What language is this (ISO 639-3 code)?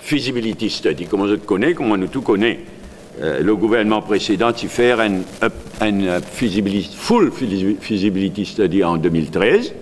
mfe